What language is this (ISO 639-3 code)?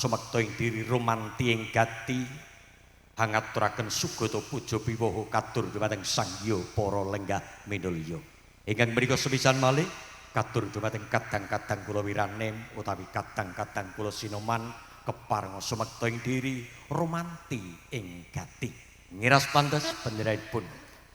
jav